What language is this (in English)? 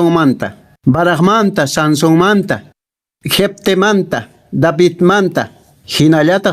Quechua